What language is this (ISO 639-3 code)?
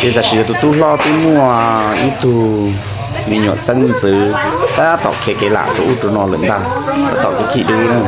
hmn